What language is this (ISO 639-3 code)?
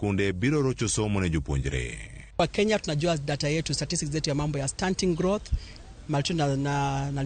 luo